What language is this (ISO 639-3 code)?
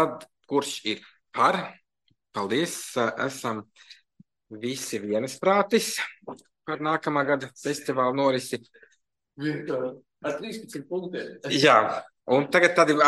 lav